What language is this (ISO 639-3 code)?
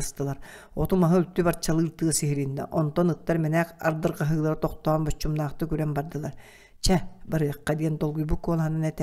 sah